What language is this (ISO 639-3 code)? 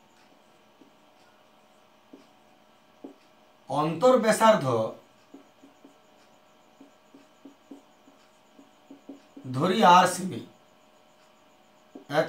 ben